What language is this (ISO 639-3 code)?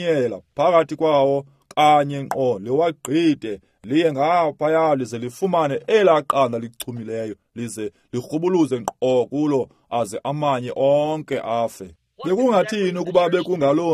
xho